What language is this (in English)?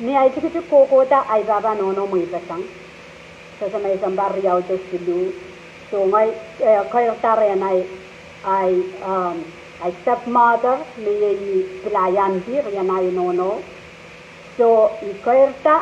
Pohnpeian